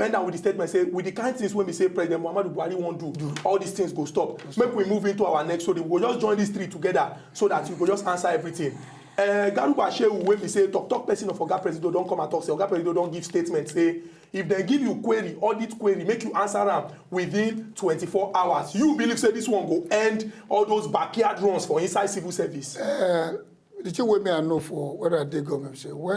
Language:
Nigerian Pidgin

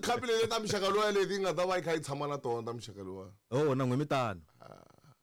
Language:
Tsonga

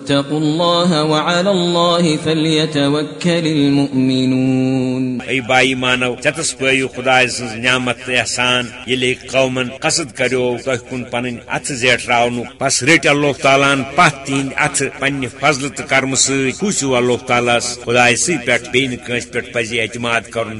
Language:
Kashmiri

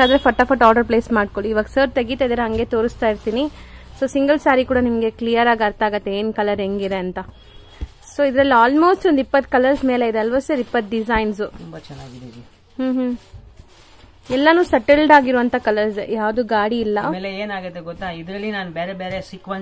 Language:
Kannada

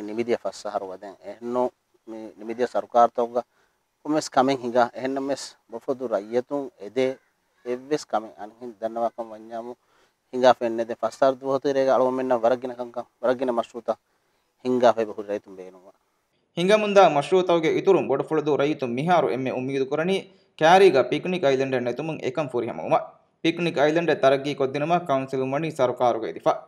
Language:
Divehi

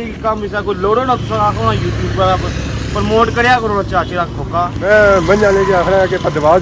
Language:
Pahari-Potwari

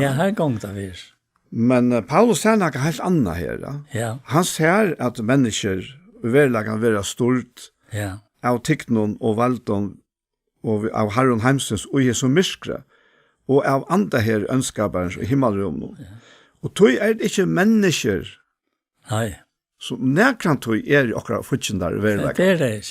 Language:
Faroese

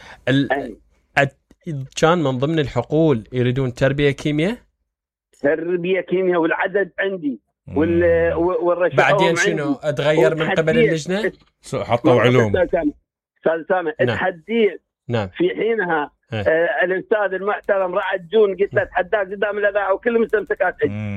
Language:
Mesopotamian Arabic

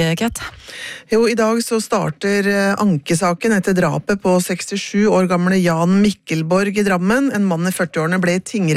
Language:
Norwegian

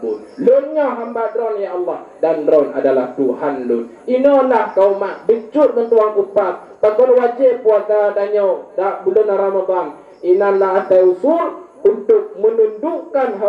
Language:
Achinese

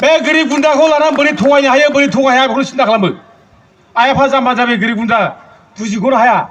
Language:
Bodo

